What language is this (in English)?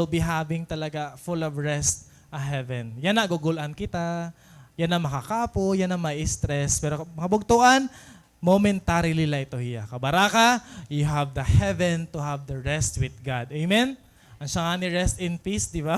Waray